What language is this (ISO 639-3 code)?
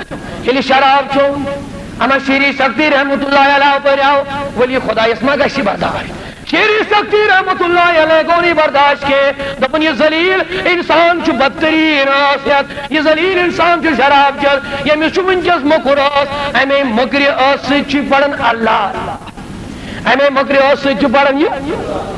kas